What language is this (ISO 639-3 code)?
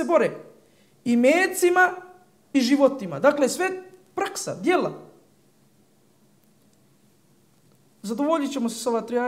bos